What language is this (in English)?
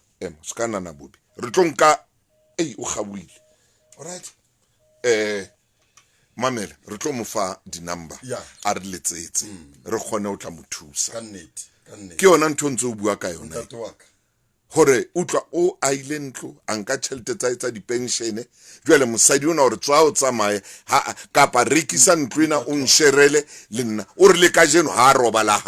Southern Sotho